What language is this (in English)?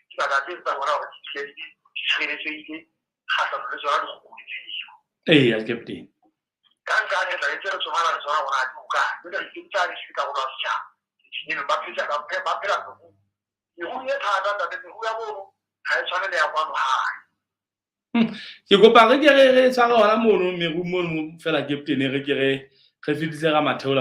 Southern Sotho